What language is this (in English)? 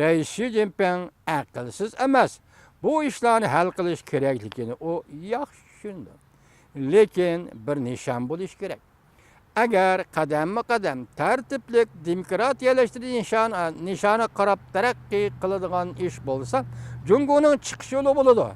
Uyghur